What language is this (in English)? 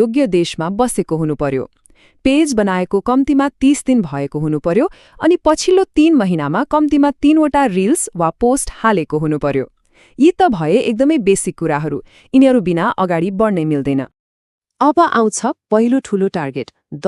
Nepali